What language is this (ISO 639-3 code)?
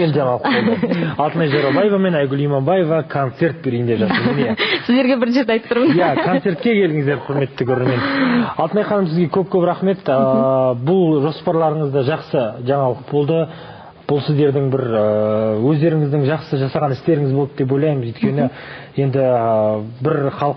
kaz